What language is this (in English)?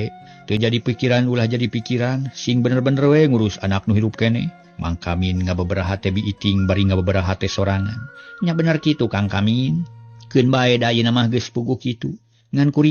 Sundanese